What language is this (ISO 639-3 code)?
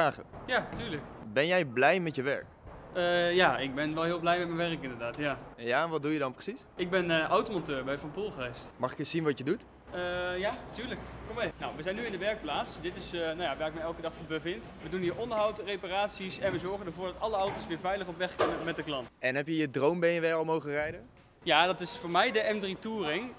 nld